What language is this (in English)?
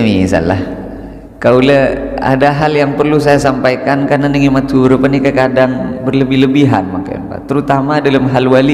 Madurese